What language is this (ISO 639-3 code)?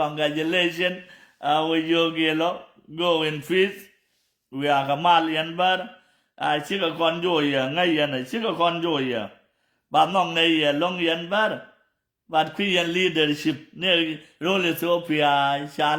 nus